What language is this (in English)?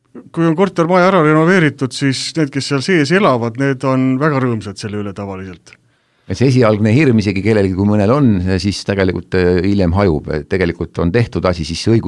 Estonian